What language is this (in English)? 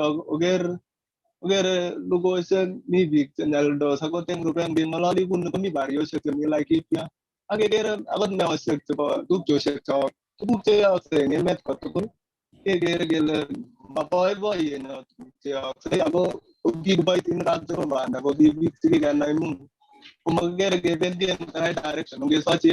Kalenjin